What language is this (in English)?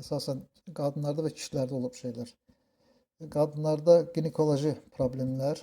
Azerbaijani